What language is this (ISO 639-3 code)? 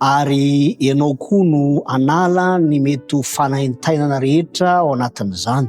mlg